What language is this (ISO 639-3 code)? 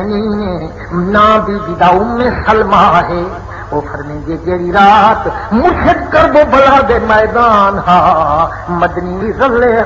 skr